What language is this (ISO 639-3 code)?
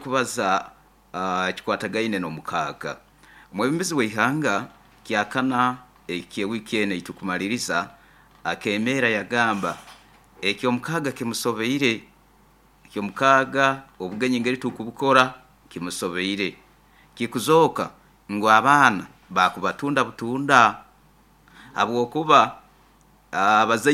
nyo